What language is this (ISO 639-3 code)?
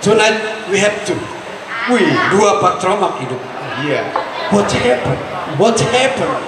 bew